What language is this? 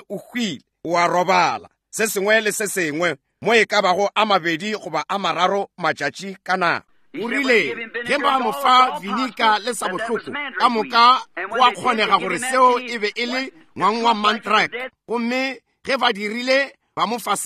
Northern Sotho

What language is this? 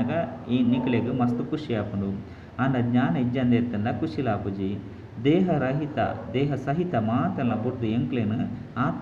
Tulu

